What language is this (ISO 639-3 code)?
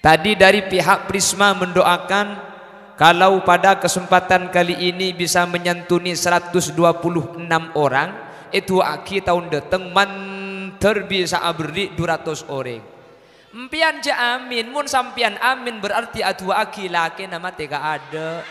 mad